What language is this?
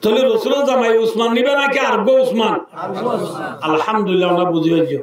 Rohingya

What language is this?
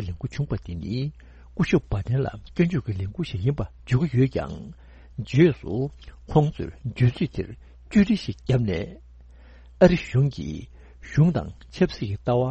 Tibetan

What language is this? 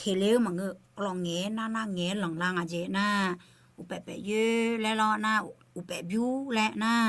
Akha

